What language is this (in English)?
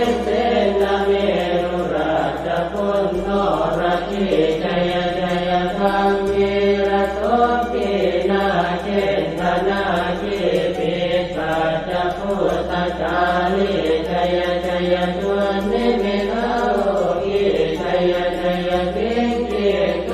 Pali